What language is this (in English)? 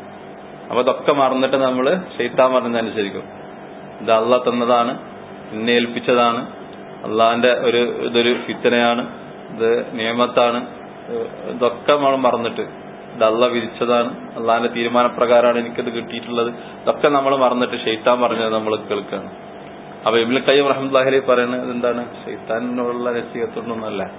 Malayalam